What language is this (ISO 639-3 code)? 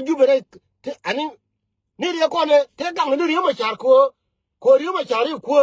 nus